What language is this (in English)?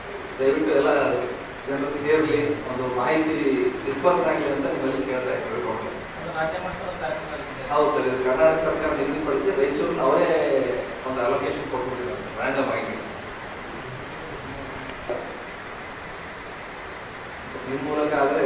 Kannada